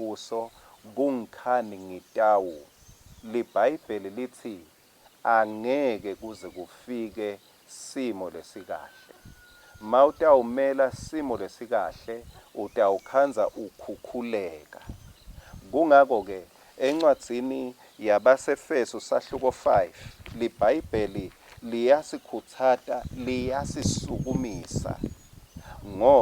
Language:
Swati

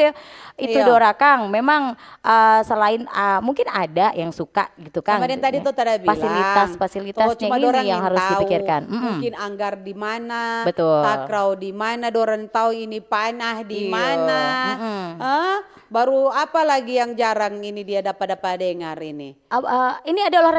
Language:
Manado Malay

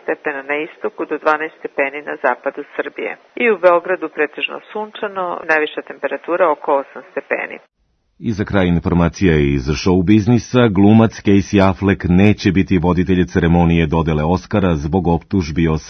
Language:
Serbian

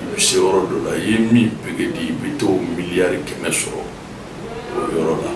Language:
Bambara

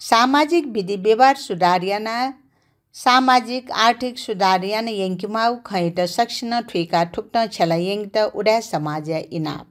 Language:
Newari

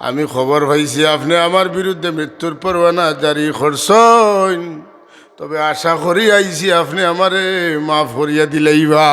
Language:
Sylheti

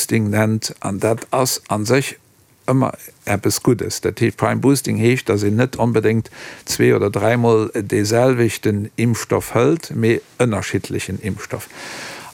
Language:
Luxembourgish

